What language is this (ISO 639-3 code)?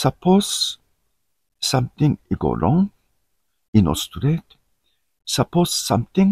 tpi